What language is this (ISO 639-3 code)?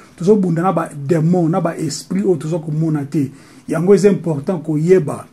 lin